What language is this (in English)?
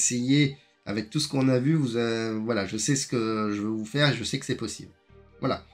French